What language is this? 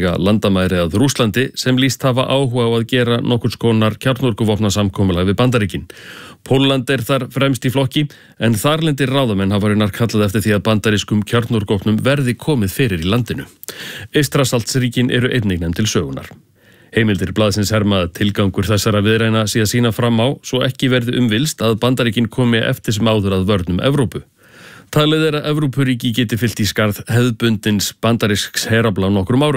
Icelandic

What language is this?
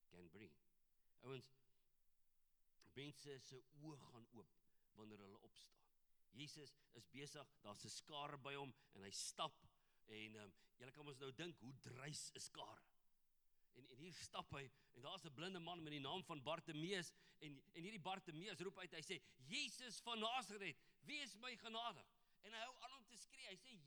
Afrikaans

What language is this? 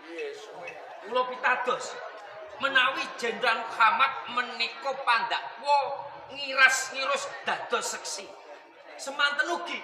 Javanese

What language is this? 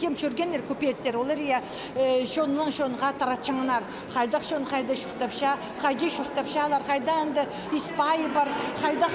Khakas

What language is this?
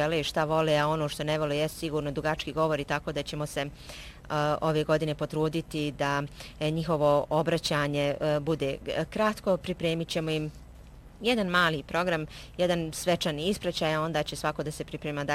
Bosnian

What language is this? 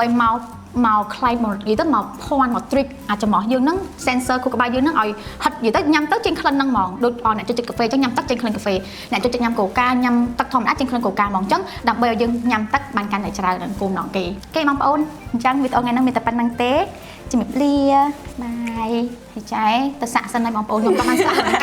Khmer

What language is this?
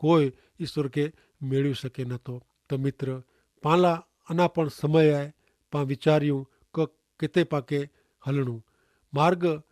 Kachhi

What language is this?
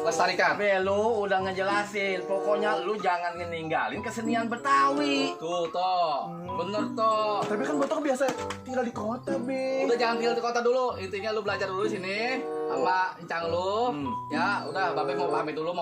Betawi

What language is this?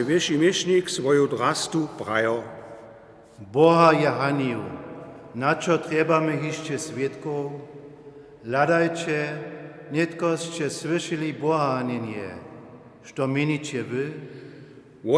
Upper Sorbian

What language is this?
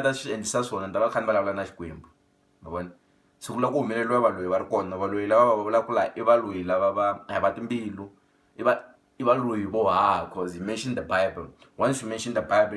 Tsonga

